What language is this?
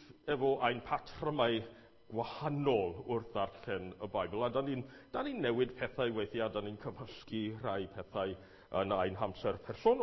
Welsh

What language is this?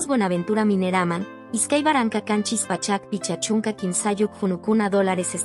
Quechua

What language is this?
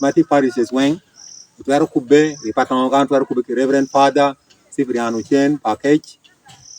Acoli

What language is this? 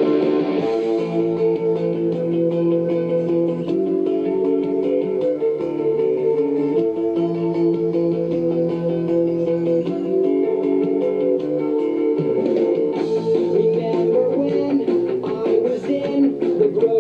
English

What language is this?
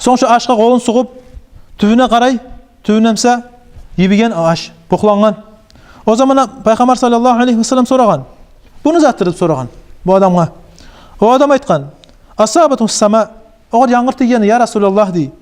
Kumyk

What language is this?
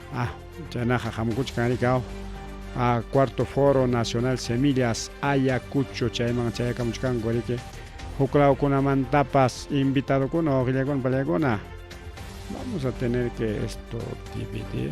Ayacucho Quechua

